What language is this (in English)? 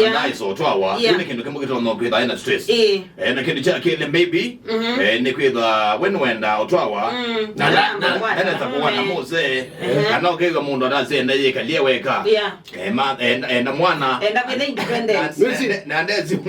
Kamba